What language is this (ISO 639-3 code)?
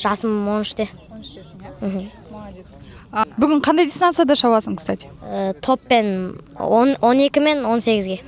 kaz